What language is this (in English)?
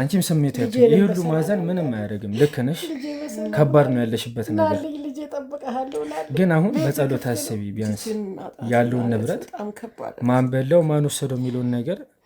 Amharic